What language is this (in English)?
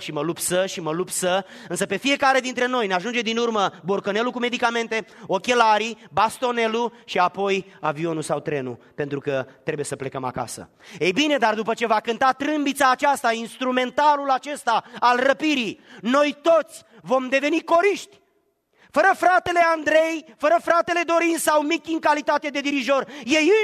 Romanian